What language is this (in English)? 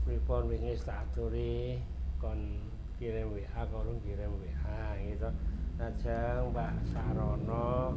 Javanese